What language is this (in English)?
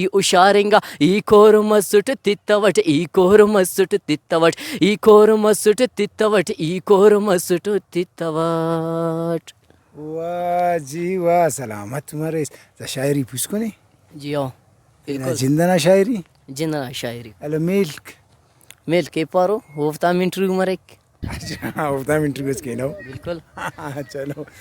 Brahui